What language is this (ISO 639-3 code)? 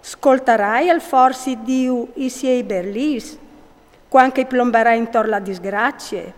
fur